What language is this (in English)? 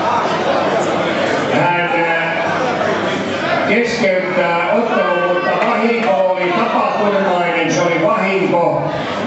Finnish